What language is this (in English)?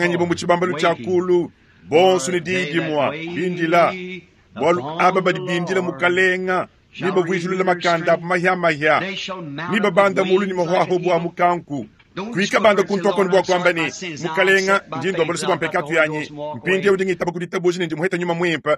Luba-Lulua